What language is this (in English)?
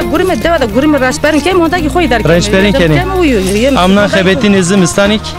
Zaza